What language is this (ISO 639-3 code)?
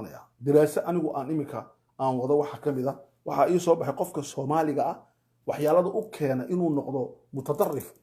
som